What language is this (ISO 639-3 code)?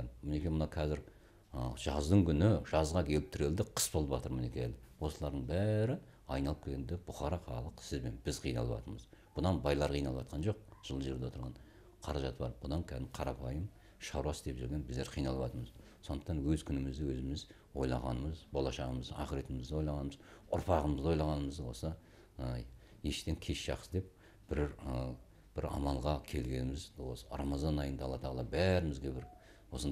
kaz